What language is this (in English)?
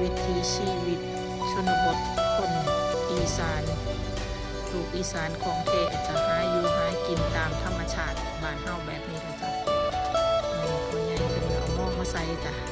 Lao